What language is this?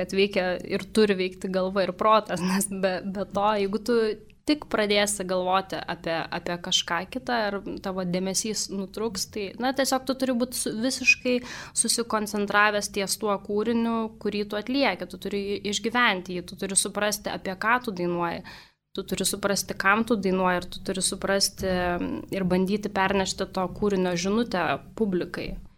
Lithuanian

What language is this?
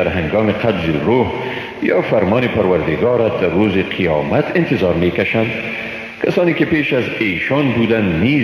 Persian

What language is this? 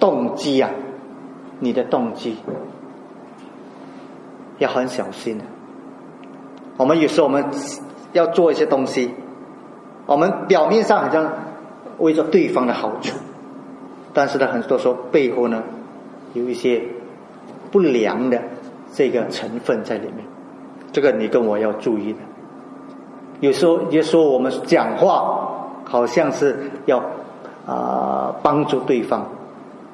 Chinese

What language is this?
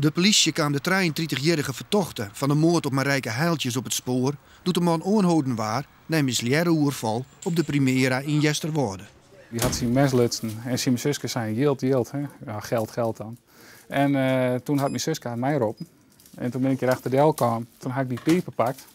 Western Frisian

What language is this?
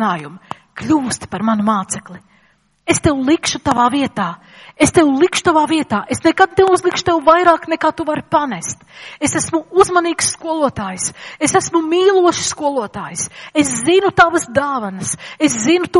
Latvian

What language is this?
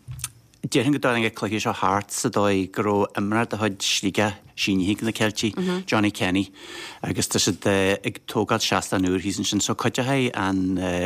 Irish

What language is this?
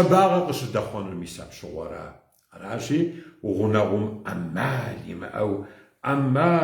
Kabardian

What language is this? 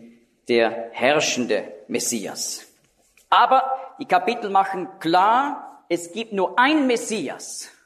German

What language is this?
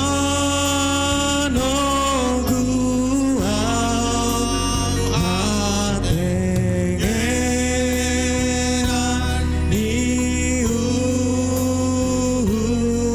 Batak Simalungun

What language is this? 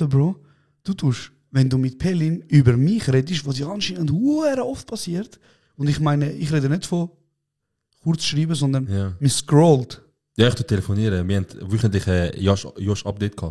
Swiss German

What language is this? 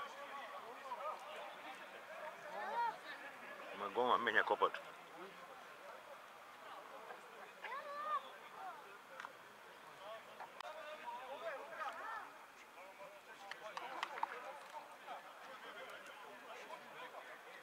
Serbian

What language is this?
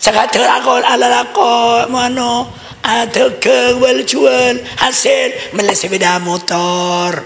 Madurese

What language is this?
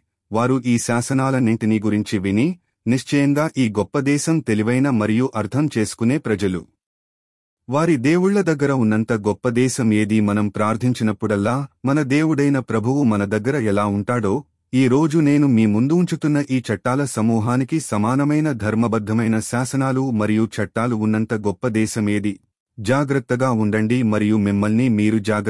Telugu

